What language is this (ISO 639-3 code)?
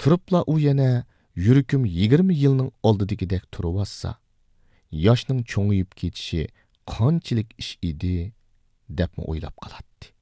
uig